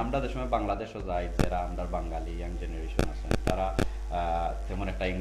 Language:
Sylheti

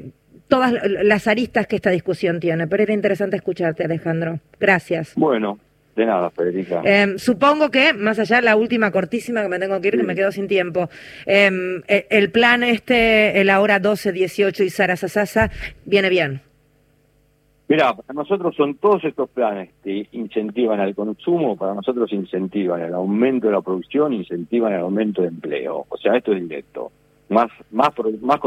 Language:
Spanish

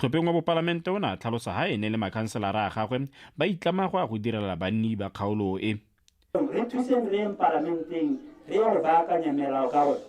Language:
Tswana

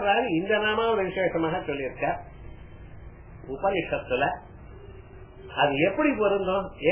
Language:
Tamil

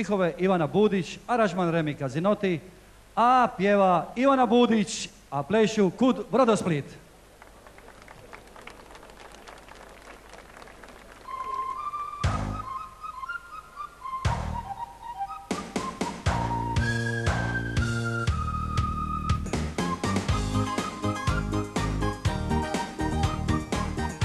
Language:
Croatian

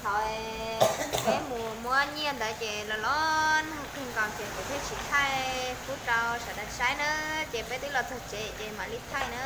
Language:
Hmong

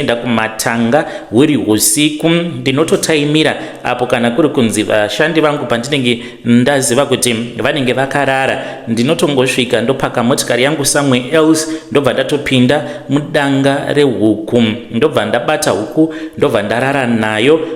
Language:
Shona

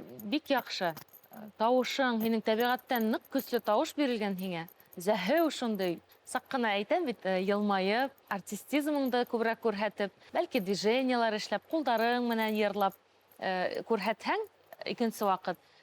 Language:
Bashkir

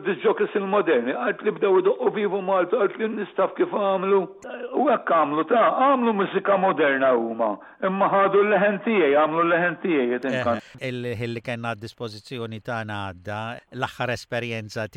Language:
Maltese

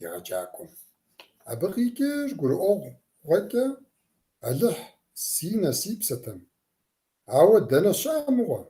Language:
Kabardian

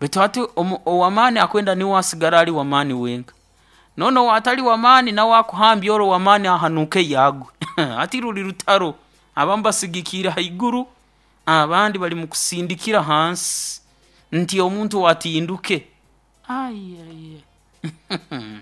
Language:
Nyoro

